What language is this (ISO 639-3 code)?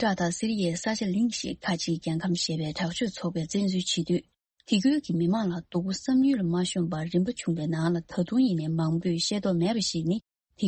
bod